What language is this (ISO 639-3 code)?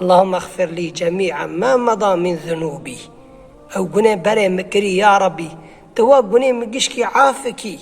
kur